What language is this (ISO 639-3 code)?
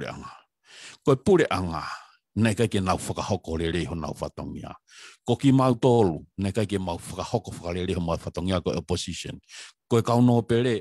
ton